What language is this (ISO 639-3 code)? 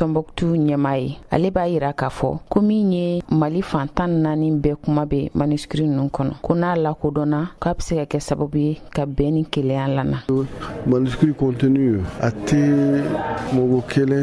bam